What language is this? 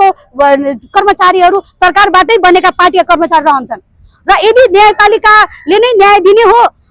Nepali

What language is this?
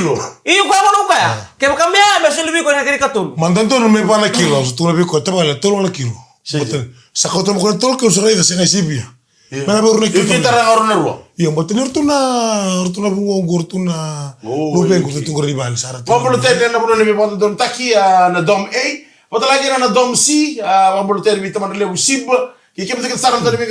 Fijian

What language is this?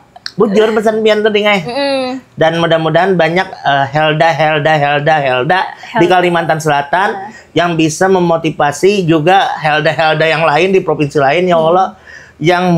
Banjar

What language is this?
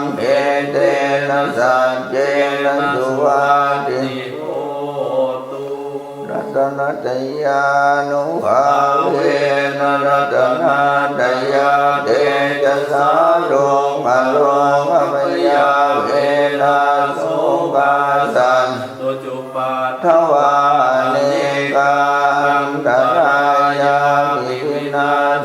Pali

